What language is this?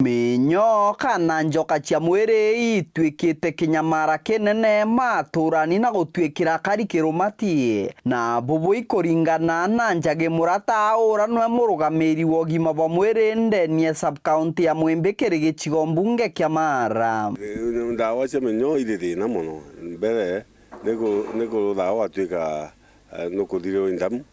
Meru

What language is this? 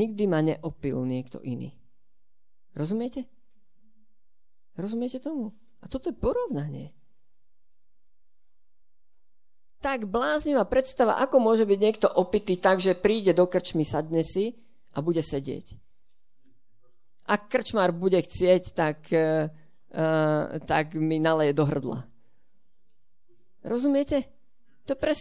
Slovak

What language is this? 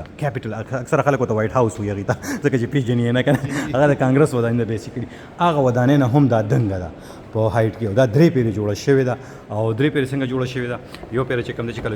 Pashto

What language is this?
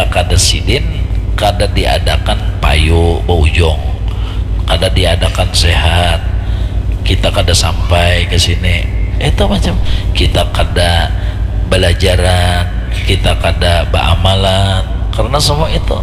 Banjar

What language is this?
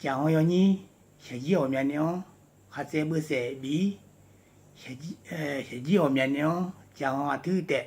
Akha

